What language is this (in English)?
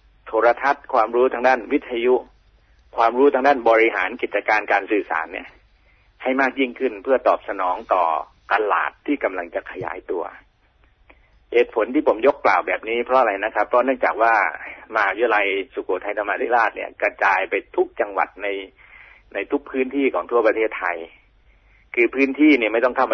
Thai